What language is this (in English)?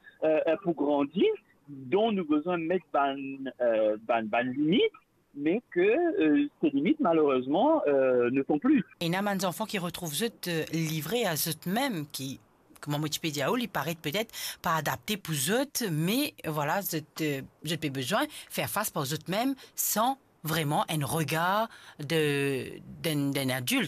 Morisyen